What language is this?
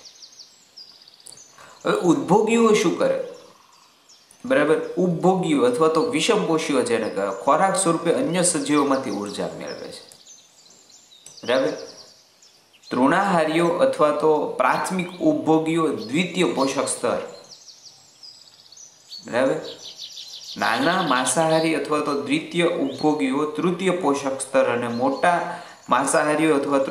Gujarati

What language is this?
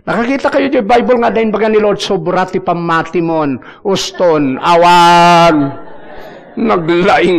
Iloko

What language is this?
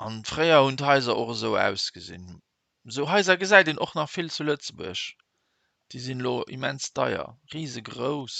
Luxembourgish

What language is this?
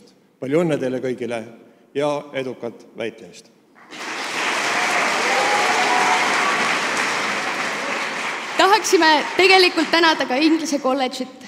Estonian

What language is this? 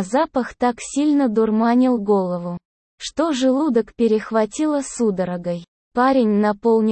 Russian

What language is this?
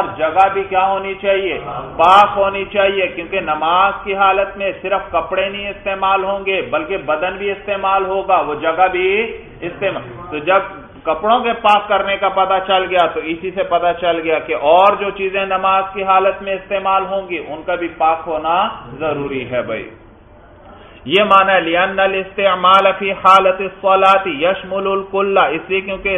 Urdu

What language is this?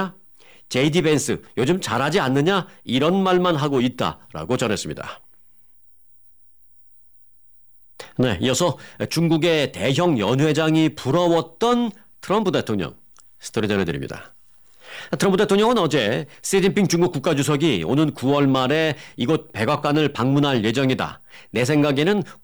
Korean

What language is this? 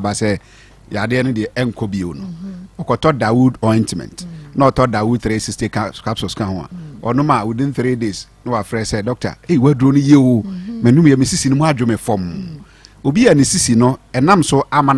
Akan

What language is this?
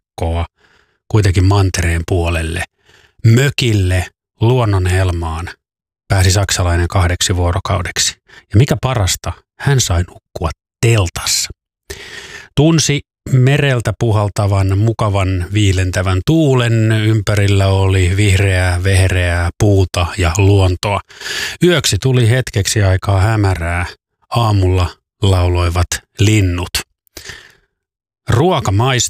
Finnish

